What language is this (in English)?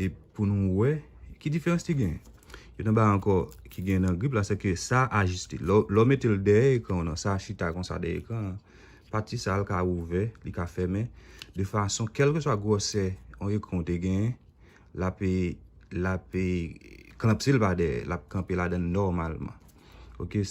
Haitian Creole